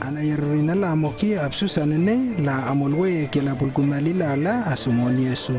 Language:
Lewo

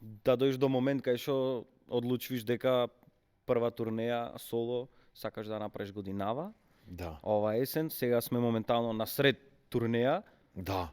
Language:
Macedonian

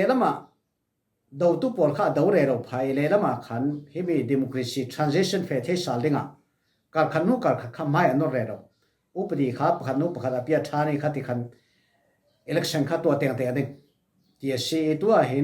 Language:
Falam Chin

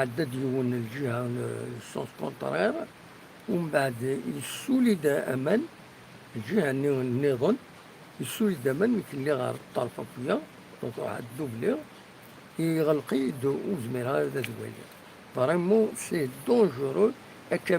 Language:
Kabyle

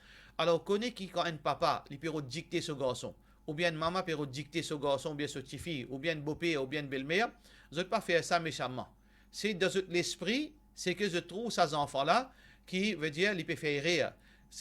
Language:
Morisyen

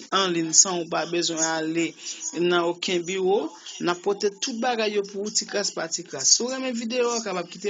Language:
Haitian Creole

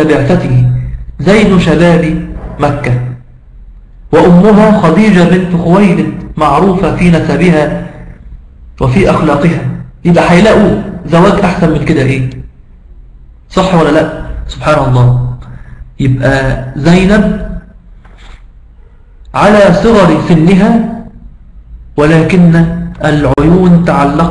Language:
Egyptian Arabic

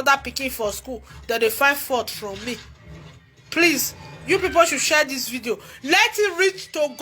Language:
Nigerian Pidgin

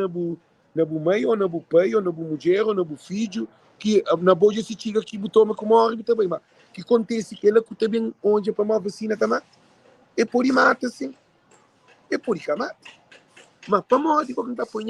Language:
Kabuverdianu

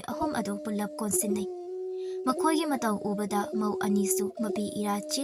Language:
Manipuri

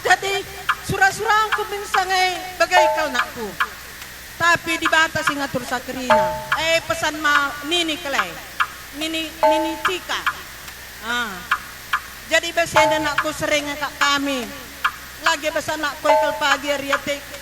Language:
Batak Karo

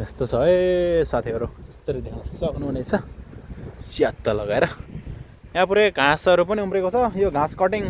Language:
Nepali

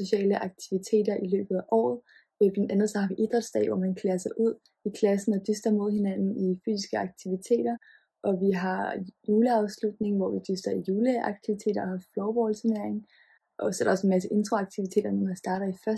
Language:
Danish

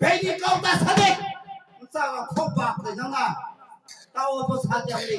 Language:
Riang (India)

